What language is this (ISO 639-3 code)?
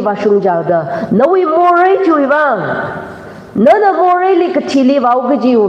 nmf